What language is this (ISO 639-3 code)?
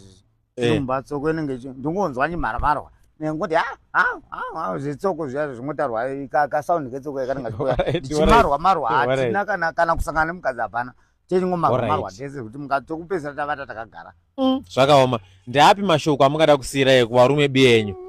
sna